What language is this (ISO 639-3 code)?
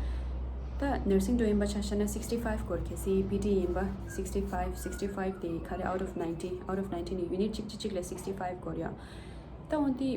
bod